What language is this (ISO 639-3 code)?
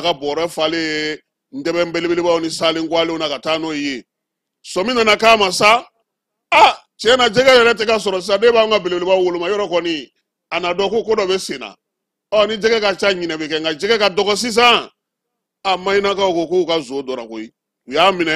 bam